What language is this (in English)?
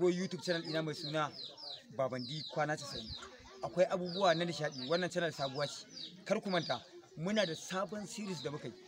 Hausa